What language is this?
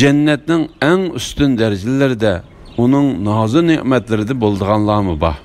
Uyghur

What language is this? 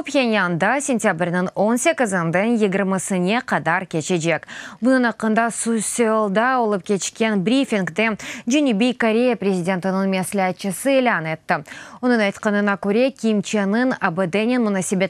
Crimean Tatar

